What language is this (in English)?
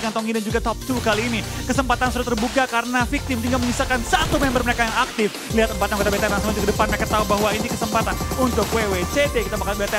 Indonesian